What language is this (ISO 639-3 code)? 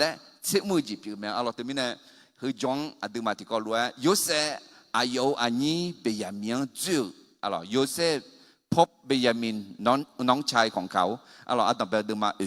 ahk